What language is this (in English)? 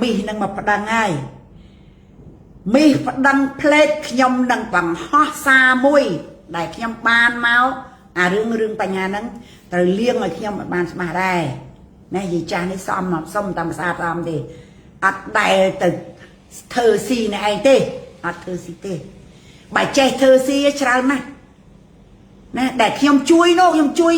Khmer